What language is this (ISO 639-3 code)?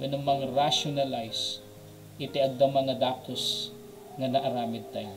ilo